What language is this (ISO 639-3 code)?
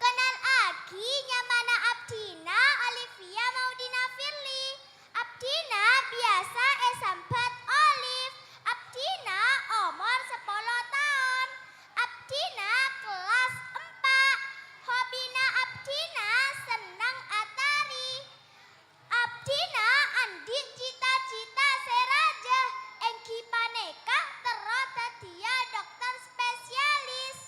mad